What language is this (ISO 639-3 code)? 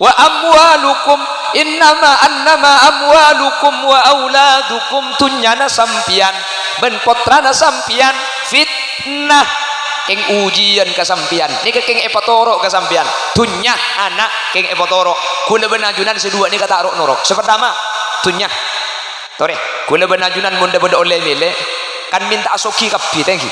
mad